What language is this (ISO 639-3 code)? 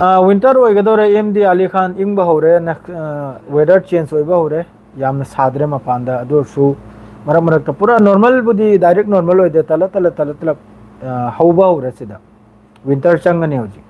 mni